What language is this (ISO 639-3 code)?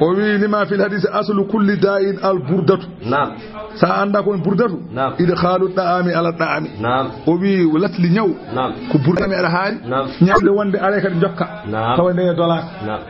ful